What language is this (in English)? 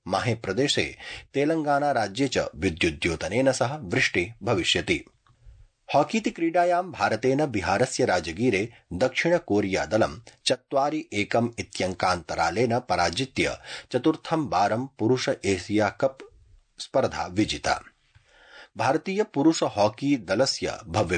Sanskrit